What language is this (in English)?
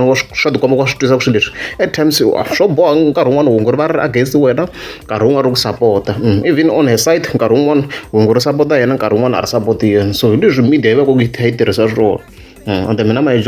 Tsonga